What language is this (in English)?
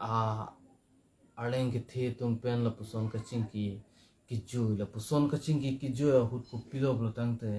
Karbi